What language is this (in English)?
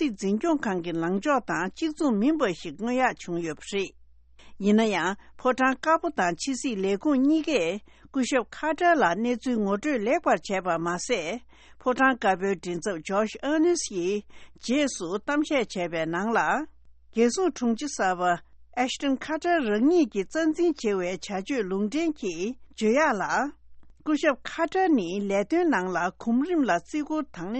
Tibetan